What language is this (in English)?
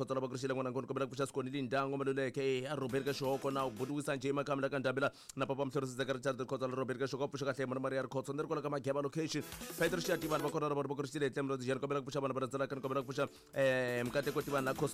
Tsonga